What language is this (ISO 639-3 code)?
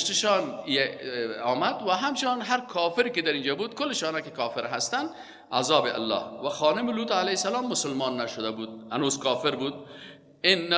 fas